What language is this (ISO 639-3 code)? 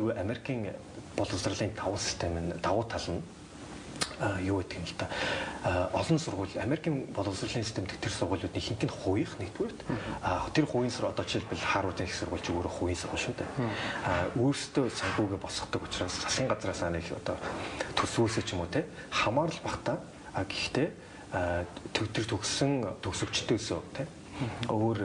mon